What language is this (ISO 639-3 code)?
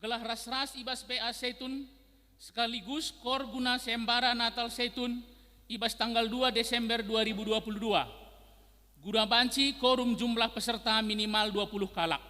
btx